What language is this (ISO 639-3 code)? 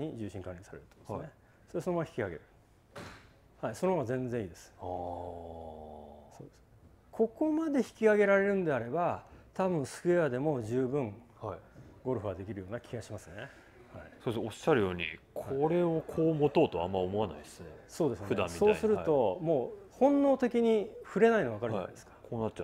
jpn